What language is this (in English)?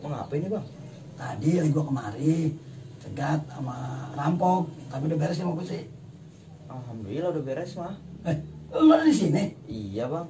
Betawi